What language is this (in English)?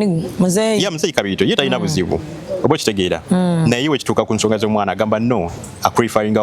Ganda